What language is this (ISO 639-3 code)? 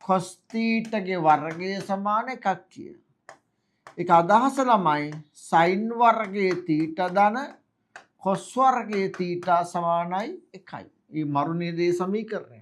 sin